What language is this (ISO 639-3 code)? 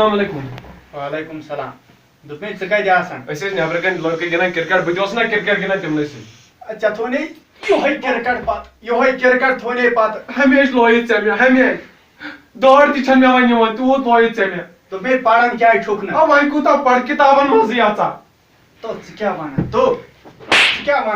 kas